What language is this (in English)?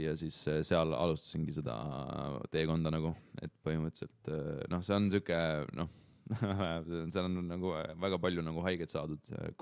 Estonian